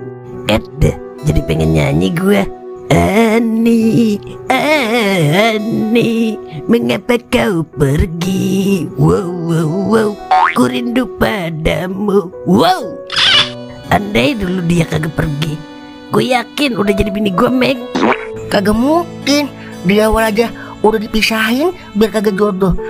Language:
Betawi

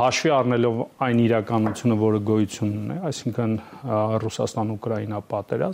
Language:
Armenian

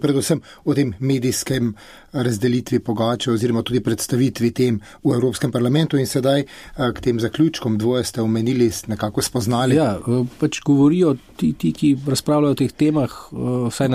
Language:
Slovenian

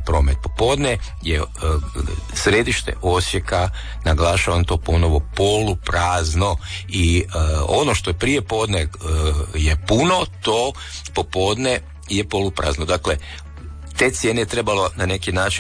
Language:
Croatian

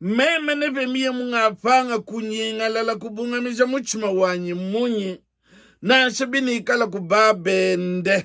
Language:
Luba-Lulua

